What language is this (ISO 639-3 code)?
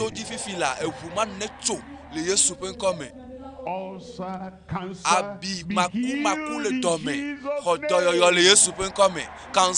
ewe